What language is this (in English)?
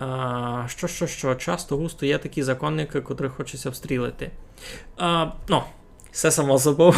Rusyn